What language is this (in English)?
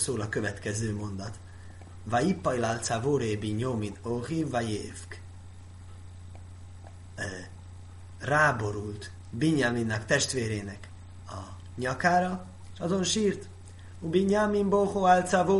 Hungarian